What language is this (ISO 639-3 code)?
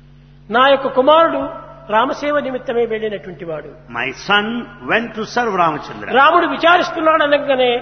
tel